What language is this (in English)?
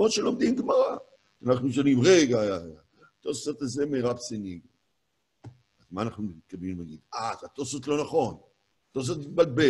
Hebrew